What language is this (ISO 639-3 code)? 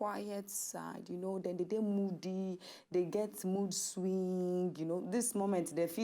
pcm